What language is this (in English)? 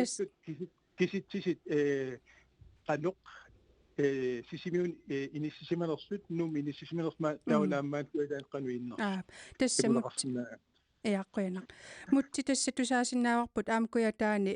Kalaallisut